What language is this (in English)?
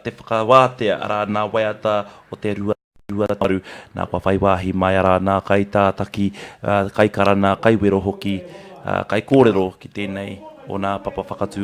Māori